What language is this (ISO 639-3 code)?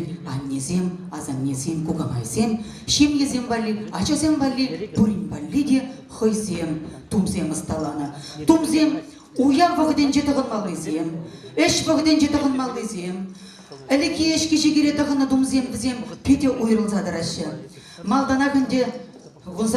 chv